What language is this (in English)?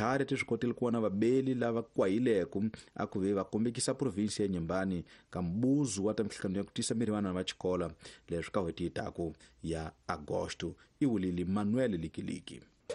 Tsonga